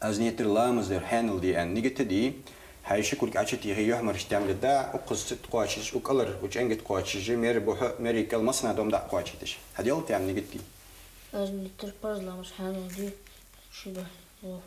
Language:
Ingush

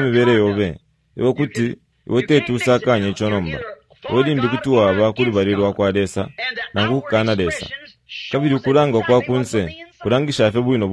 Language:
Bemba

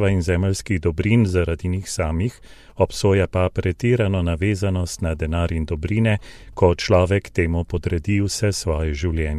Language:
Slovenian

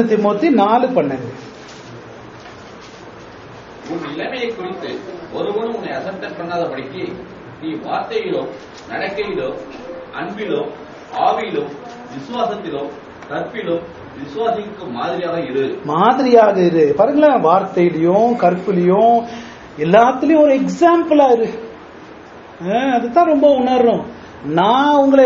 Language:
Tamil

